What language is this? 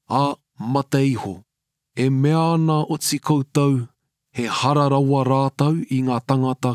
Māori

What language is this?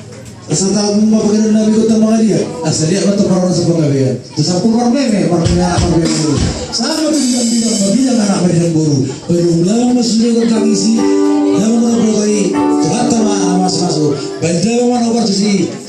Batak Toba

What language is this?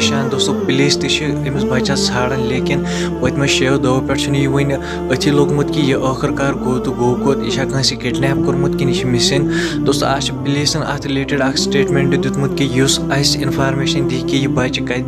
Kashmiri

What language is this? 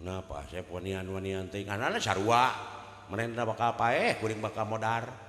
Sundanese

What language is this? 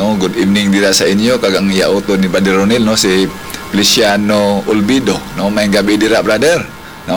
Hiligaynon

